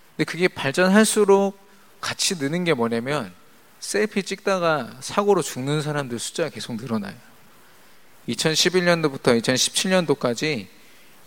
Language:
Korean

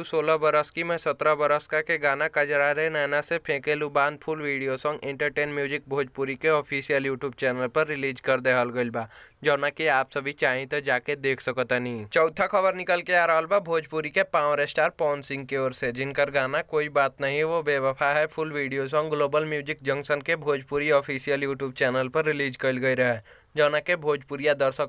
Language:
Bhojpuri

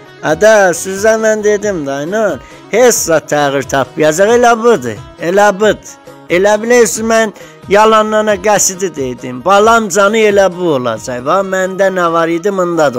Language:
South Azerbaijani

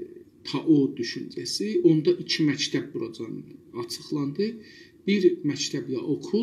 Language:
South Azerbaijani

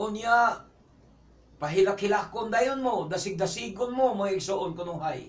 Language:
Cebuano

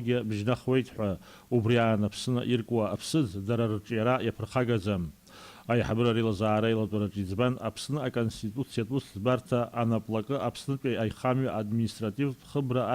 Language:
Abkhazian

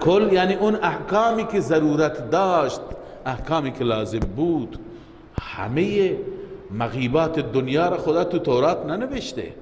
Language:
Persian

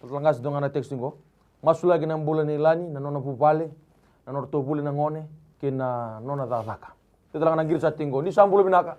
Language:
Fijian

